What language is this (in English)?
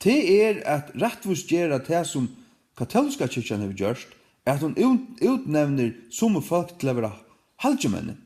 Faroese